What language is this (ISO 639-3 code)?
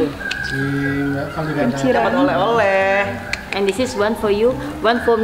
ind